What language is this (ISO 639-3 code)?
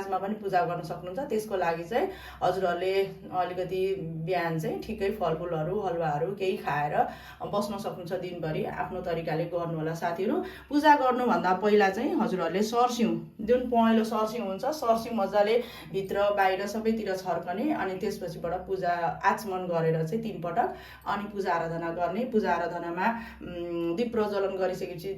nep